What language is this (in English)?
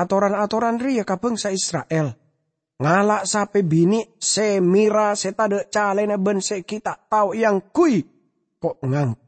Madurese